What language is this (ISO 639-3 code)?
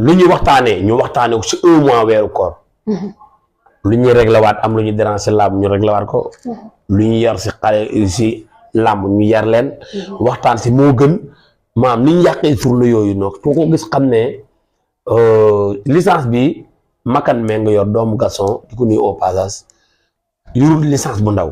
wol